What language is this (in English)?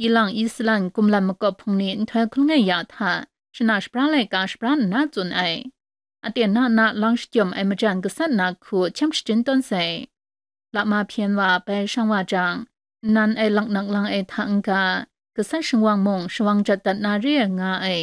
Kachin